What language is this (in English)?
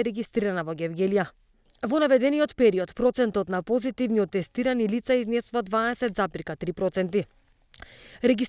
Macedonian